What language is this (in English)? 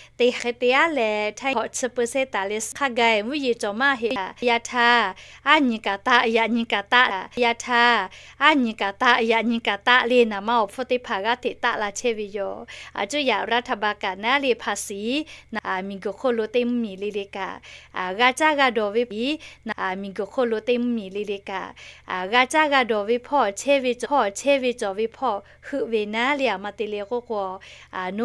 Lahu